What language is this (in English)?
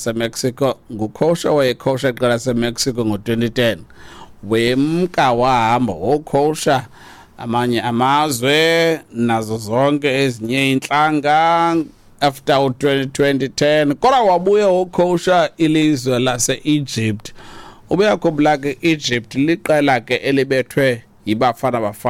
Xhosa